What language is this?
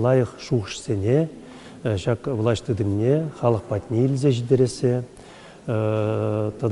Chuvash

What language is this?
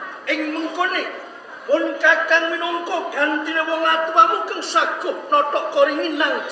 Javanese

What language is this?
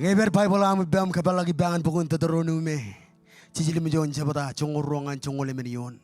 Marshallese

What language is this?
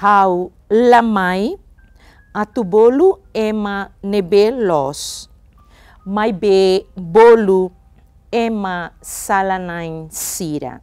Tetum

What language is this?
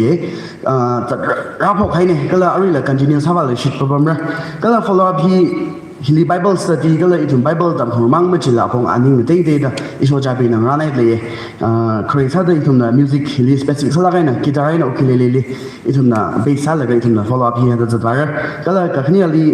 Tangkhul Naga (India)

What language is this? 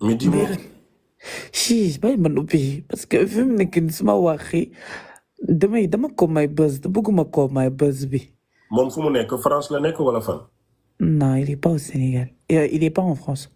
Wolof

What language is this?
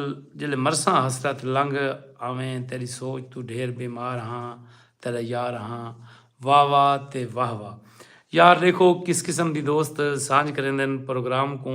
Saraiki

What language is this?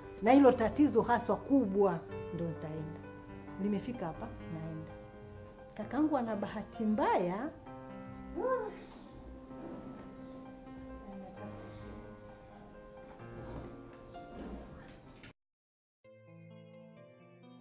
Swahili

